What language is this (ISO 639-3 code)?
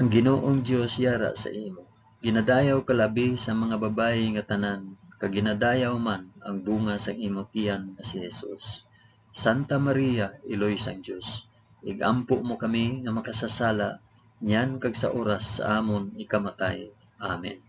hil